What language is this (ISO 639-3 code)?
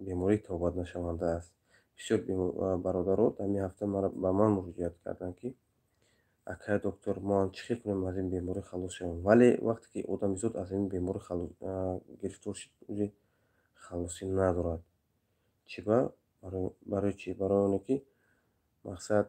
tgk